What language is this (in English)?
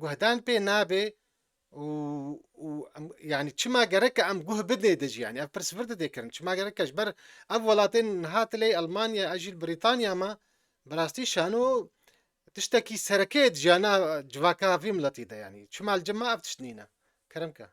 Kurdish